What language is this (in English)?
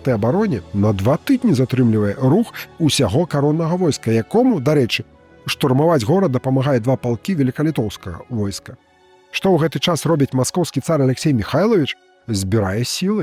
Belarusian